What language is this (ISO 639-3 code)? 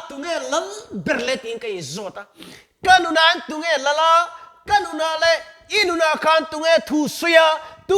lus